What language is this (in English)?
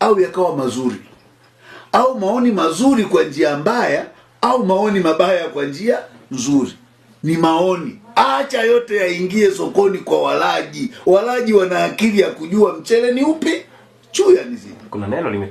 Swahili